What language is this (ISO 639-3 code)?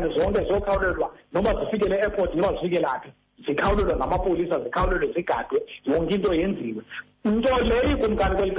xho